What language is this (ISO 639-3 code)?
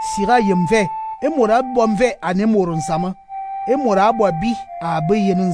fan